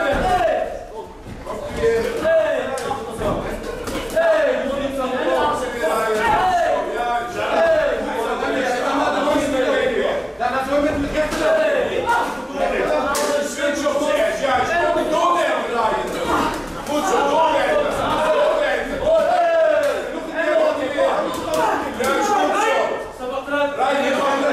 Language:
Dutch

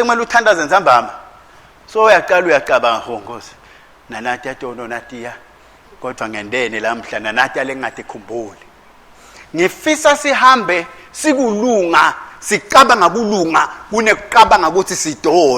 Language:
Swati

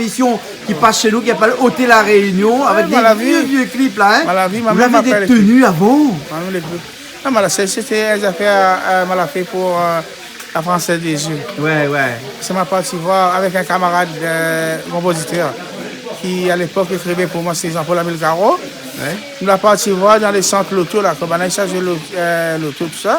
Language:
Réunion Creole French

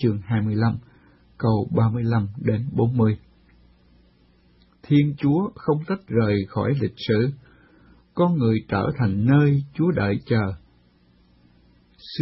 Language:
Vietnamese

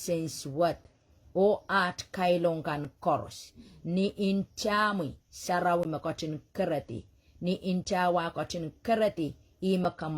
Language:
Pohnpeian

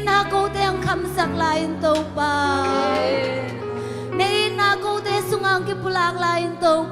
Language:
Tedim Chin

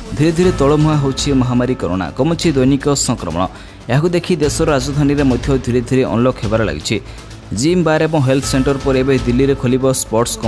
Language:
Odia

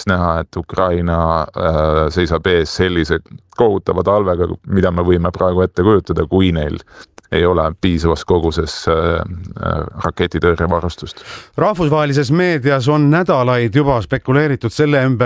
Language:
Estonian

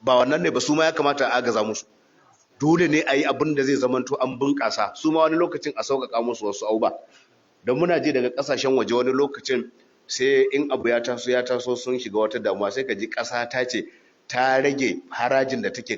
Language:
Hausa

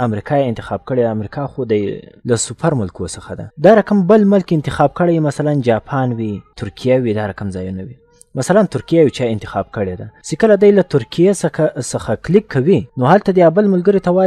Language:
Pashto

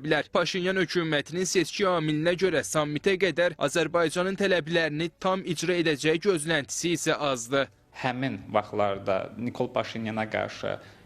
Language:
Azerbaijani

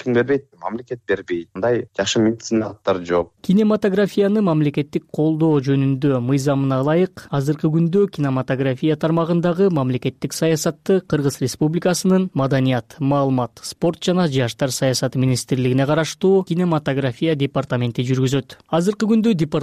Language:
Kyrgyz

